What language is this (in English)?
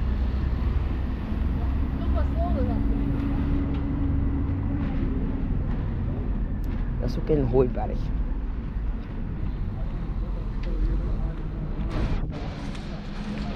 Dutch